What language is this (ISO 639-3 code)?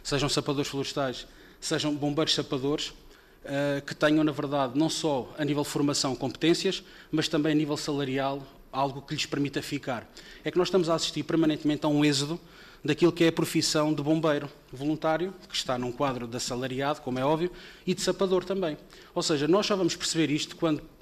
por